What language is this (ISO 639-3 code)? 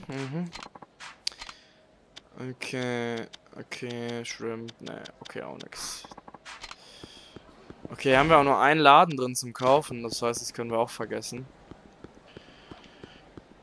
deu